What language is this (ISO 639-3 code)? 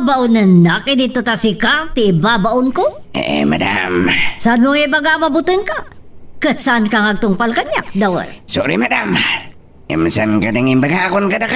ilo